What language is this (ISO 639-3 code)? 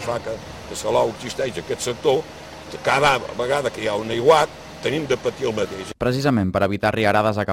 cat